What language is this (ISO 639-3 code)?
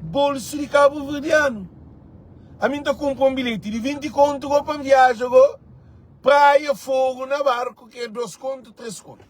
kea